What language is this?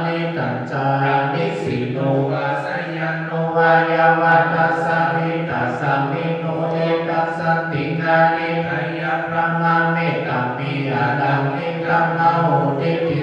Pali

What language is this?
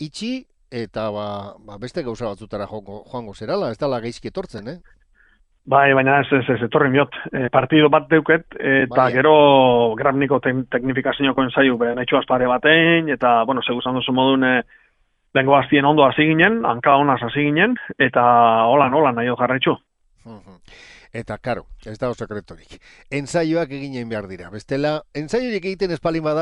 Basque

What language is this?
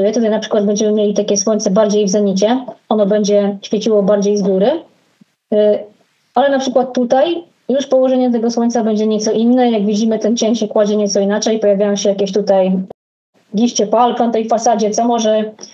Polish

